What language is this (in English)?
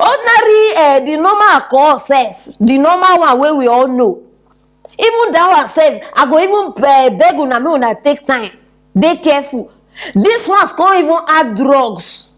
Nigerian Pidgin